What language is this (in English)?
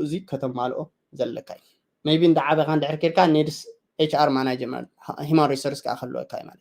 Tigrinya